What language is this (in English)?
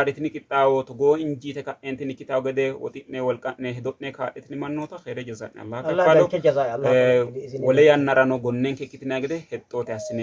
Sidamo